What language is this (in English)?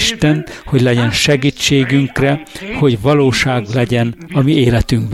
Hungarian